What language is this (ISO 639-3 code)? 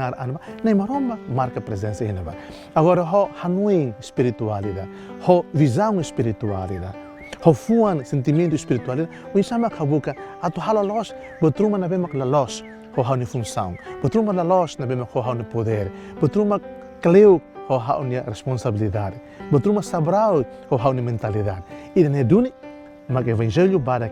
tet